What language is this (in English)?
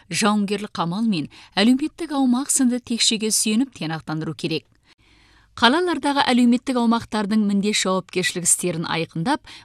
Kazakh